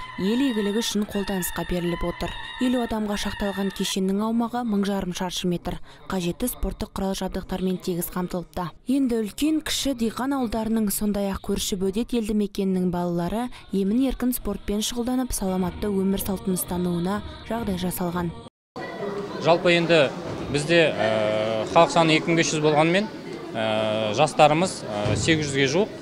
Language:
Kazakh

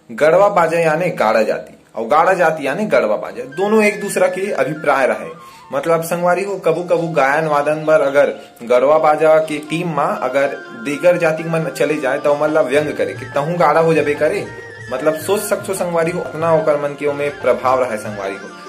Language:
Chhattisgarhi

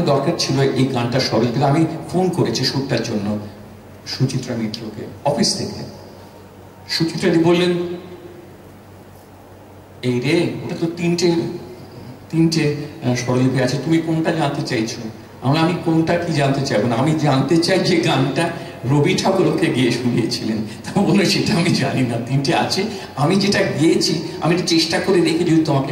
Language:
Bangla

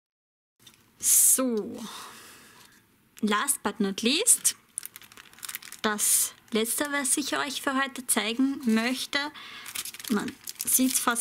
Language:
German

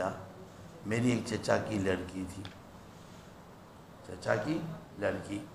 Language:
Urdu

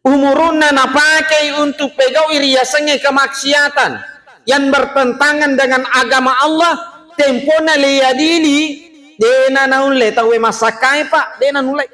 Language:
Buginese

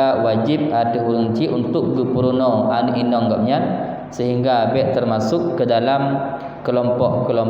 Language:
Achinese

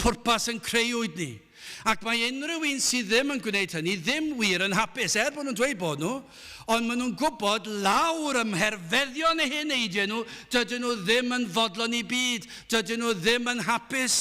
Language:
Welsh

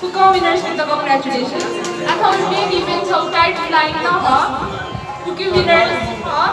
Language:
Newari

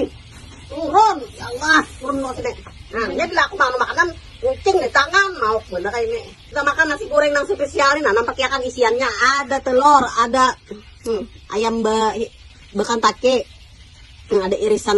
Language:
Banjar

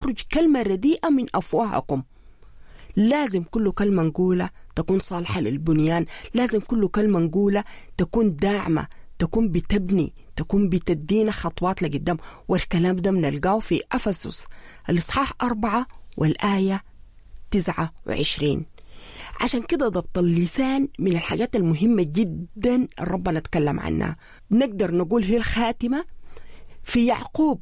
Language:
Sudanese Arabic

